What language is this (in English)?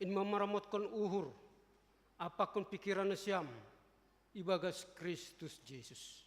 Batak Simalungun